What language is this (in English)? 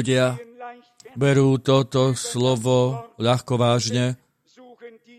Slovak